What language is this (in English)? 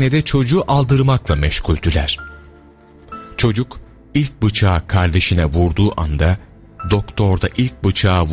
Turkish